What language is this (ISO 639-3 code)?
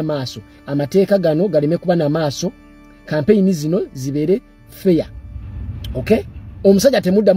lug